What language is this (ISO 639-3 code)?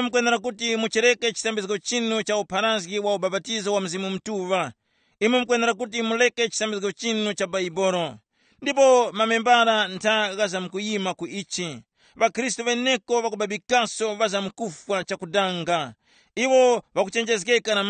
tum